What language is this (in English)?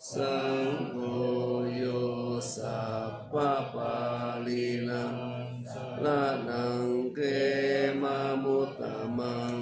Pali